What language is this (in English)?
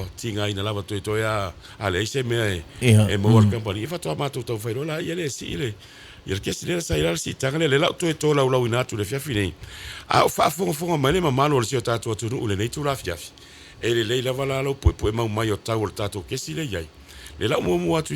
Samoan